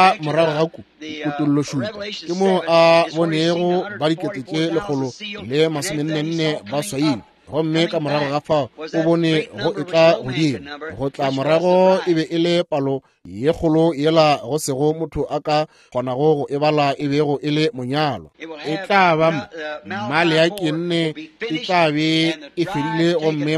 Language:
Northern Sotho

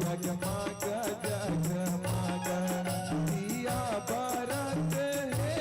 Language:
Chhattisgarhi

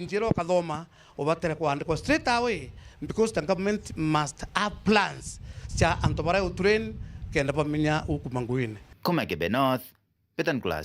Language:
Meru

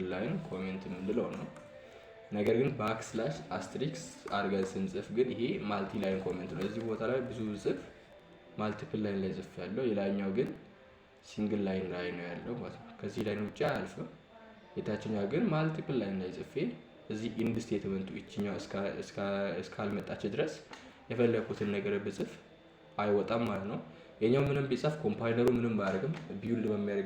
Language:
Amharic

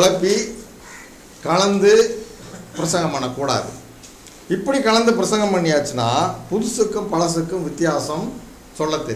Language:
Tamil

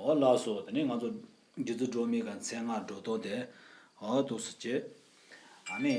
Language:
Tibetan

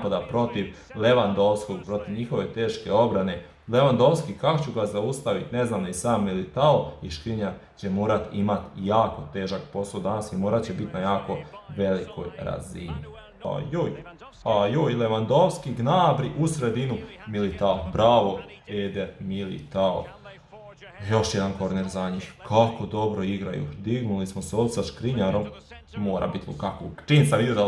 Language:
Croatian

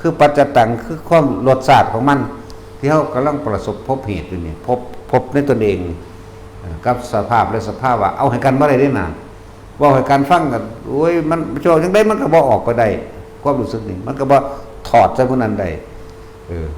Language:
Northeastern Thai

